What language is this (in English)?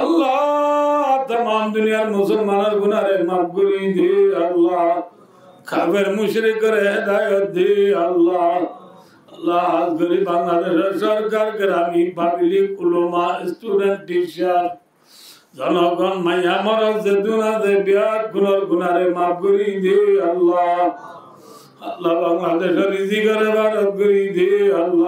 Rohingya